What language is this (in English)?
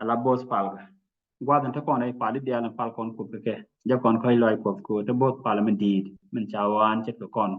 Nuer